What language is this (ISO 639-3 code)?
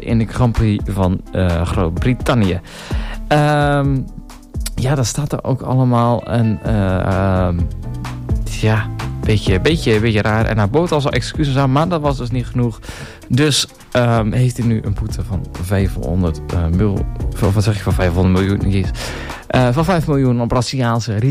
nld